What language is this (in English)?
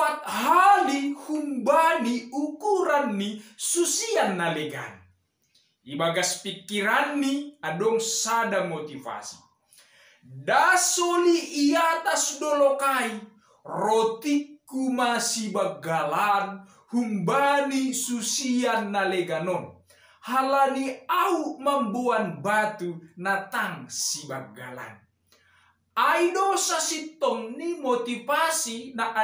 Batak Simalungun